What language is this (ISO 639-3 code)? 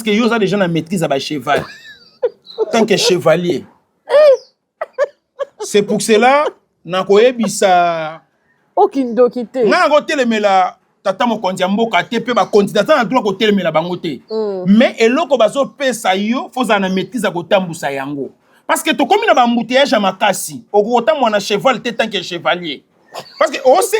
lin